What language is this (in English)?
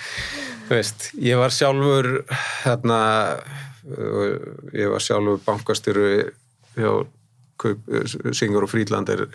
Icelandic